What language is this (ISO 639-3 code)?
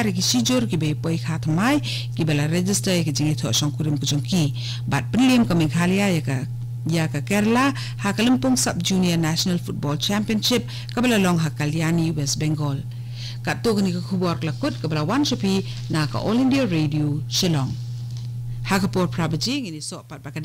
kha